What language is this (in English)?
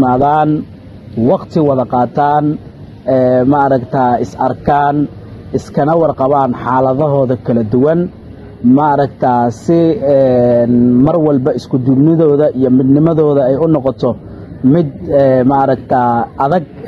Somali